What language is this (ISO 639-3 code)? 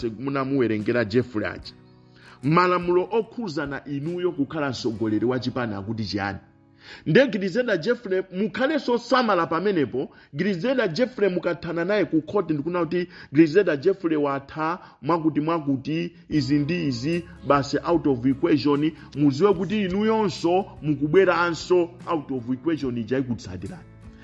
nya